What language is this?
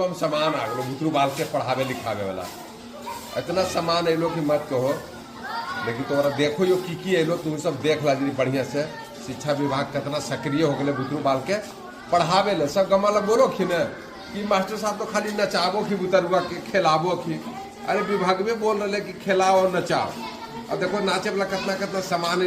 Magahi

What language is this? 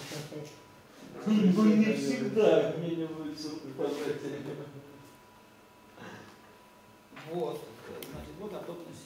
Russian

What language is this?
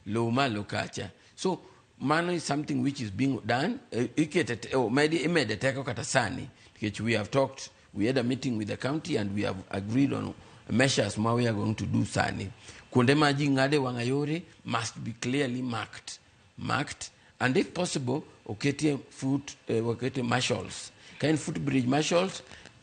Luo (Kenya and Tanzania)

